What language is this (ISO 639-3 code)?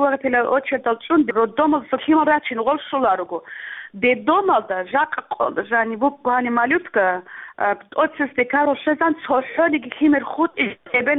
ava